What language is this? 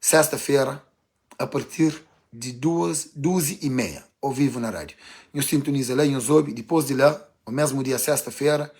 Kabuverdianu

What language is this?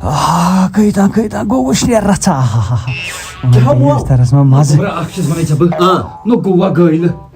Kashmiri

